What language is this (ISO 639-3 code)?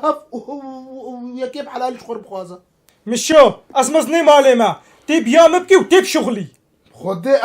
kur